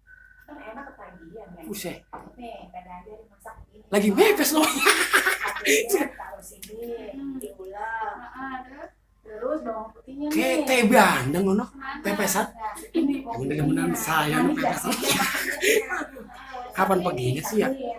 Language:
Betawi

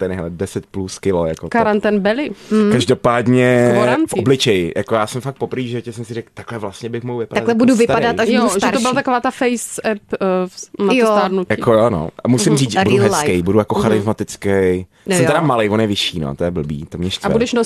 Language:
Czech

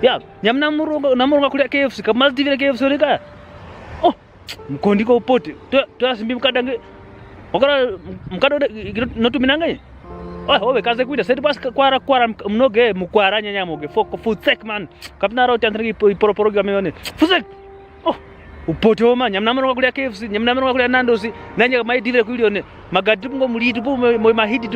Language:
Kwangali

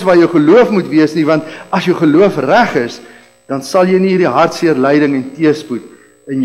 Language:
Afrikaans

